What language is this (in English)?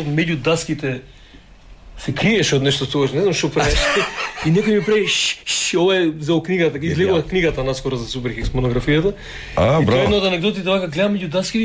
Macedonian